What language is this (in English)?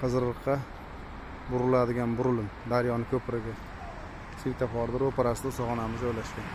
Uzbek